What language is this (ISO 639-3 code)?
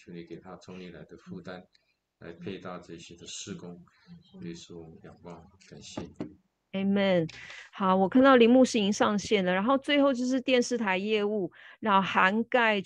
zho